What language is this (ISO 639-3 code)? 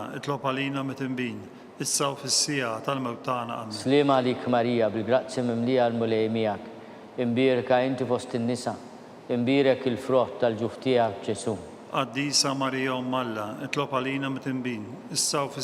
mlt